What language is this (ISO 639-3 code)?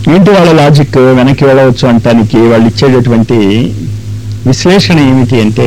tel